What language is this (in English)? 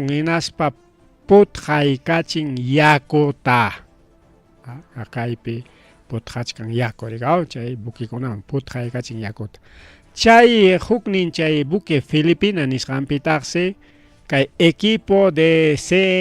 Ayacucho Quechua